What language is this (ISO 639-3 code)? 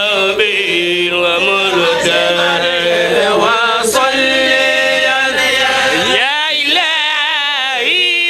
ful